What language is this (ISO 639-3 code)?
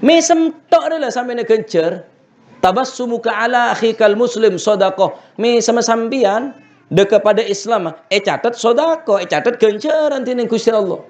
mad